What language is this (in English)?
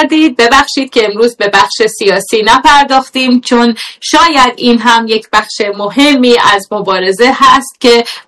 Persian